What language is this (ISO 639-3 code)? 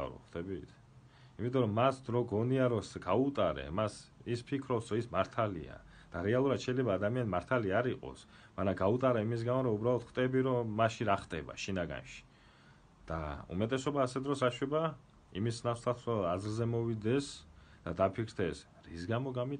kat